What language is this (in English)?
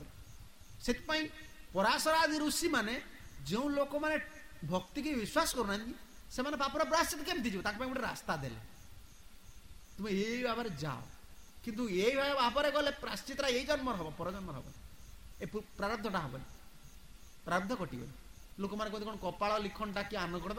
Odia